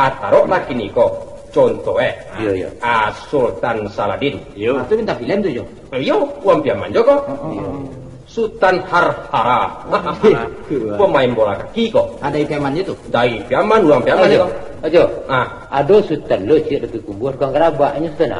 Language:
Minangkabau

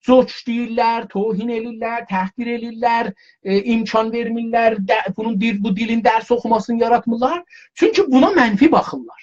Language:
South Azerbaijani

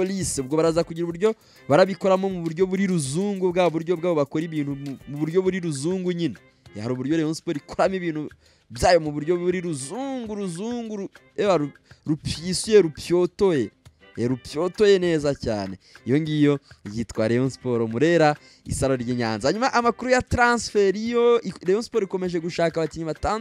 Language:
Kinyarwanda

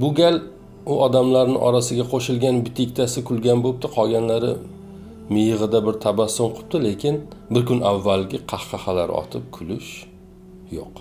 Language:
Uzbek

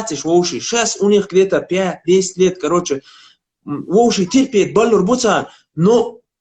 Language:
Chechen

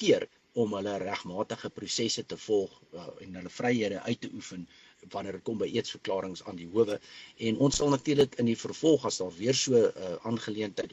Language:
Afrikaans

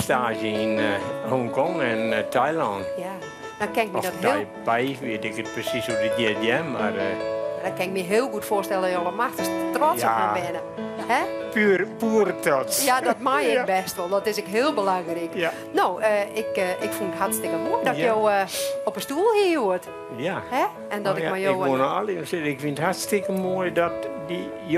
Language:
Western Frisian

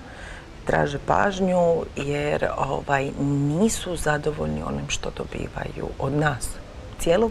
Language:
Croatian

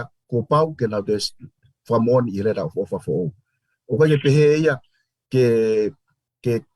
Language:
Tongan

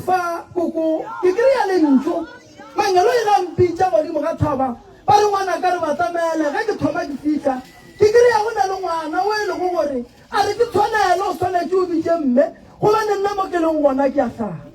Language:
Northern Sotho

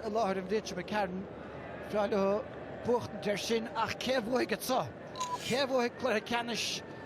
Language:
Irish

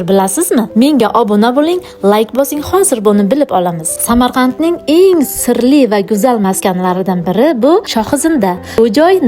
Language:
Uzbek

